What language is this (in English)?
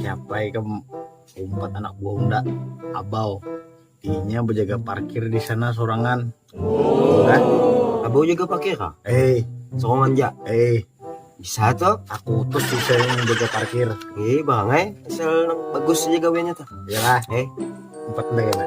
Banjar